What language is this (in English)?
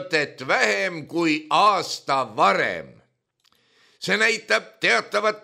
Estonian